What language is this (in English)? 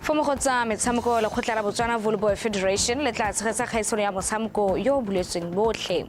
Tswana